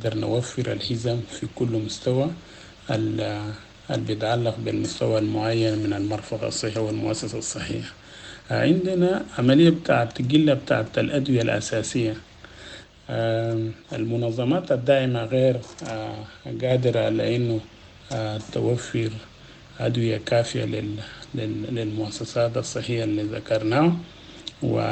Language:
Sudanese Arabic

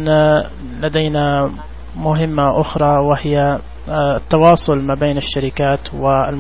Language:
Najdi Arabic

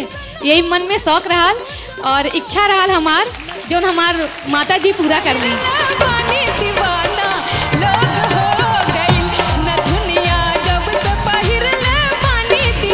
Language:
Bhojpuri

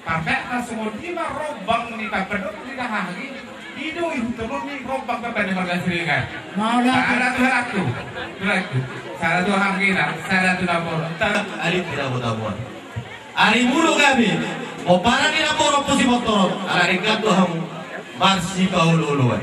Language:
Batak Toba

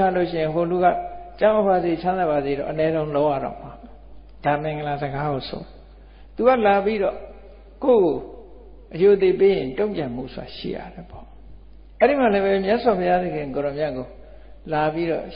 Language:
Burmese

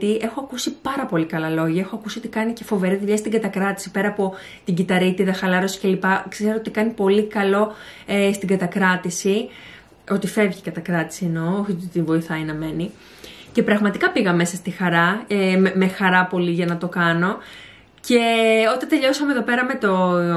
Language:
Greek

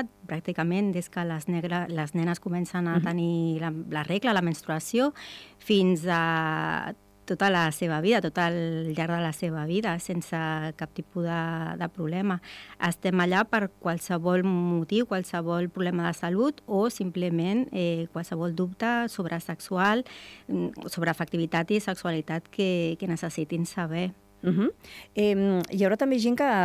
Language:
Catalan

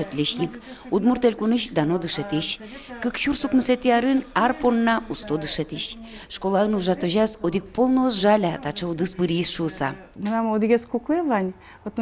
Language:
Udmurt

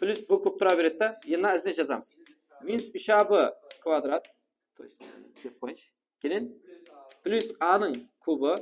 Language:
Kara-Kalpak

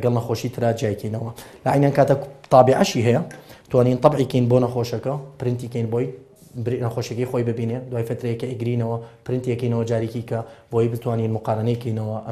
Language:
Central Kurdish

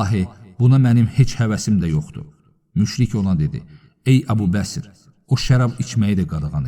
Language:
Azerbaijani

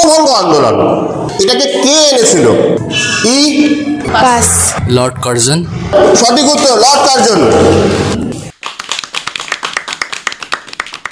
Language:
Bangla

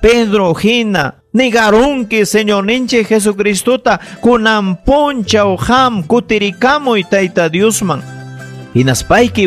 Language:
Ayacucho Quechua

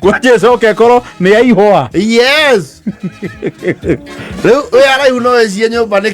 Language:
Kikuyu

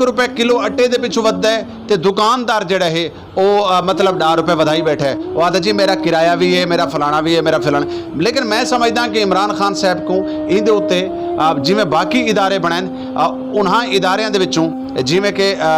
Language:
Saraiki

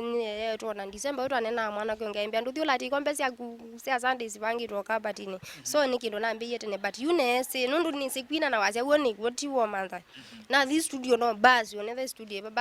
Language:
Kamba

